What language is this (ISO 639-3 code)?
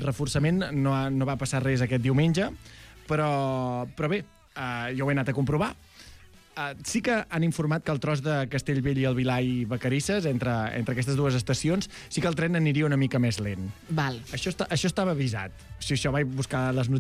cat